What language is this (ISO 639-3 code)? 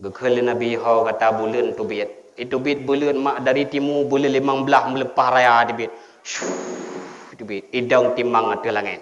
ace